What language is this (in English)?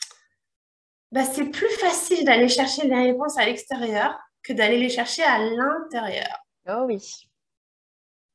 French